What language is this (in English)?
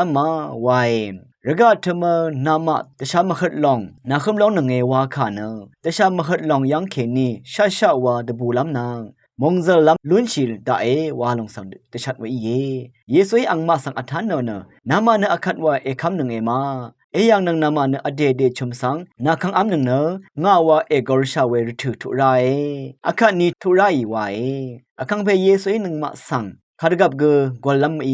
Rawang